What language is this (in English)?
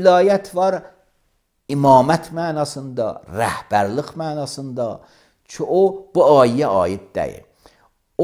Azerbaijani